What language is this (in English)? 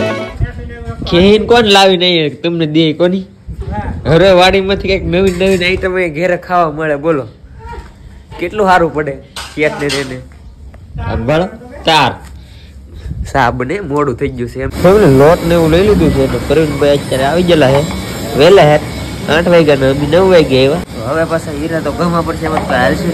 Gujarati